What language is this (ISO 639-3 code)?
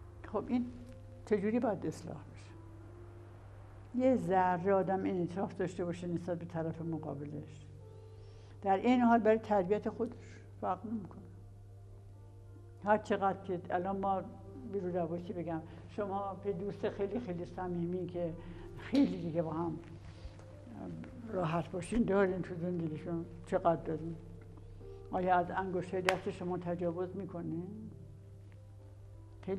fas